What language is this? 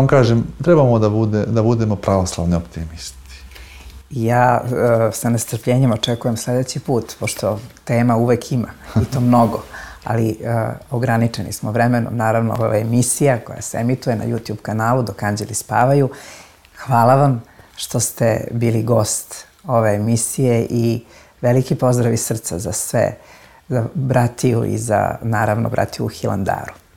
Serbian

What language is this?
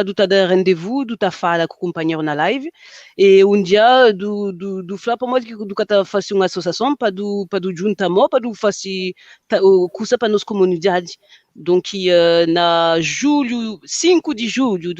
Kabuverdianu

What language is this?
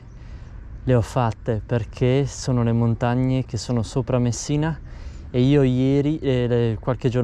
Italian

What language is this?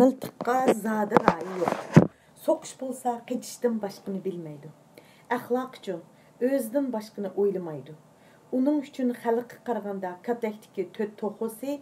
Uyghur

